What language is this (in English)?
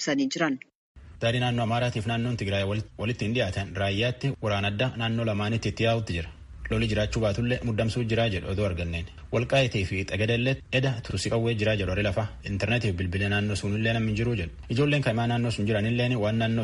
Oromo